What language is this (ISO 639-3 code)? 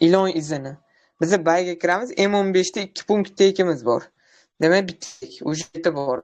uzb